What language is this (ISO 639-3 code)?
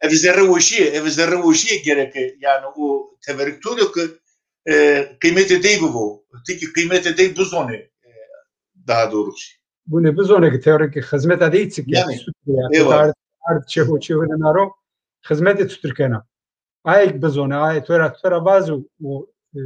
zza